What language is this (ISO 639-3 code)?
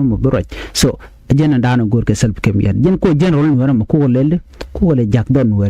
nus